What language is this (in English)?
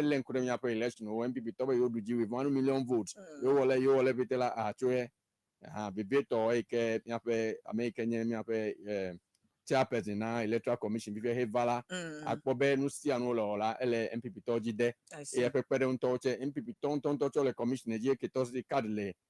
Ewe